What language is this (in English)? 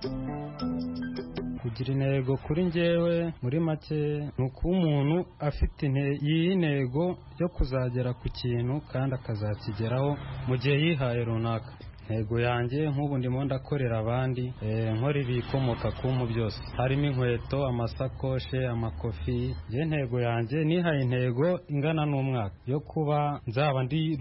Kinyarwanda